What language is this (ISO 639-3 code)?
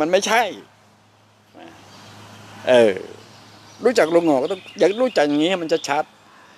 tha